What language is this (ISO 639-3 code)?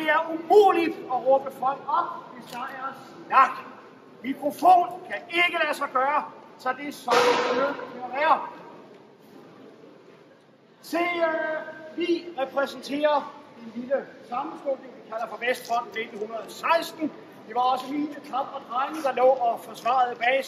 dan